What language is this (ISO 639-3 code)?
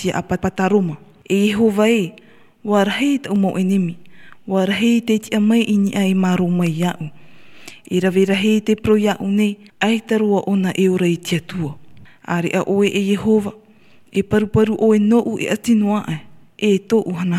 tah